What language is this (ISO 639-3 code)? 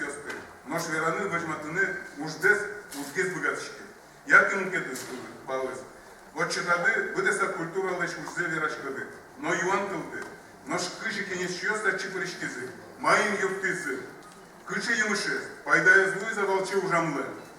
udm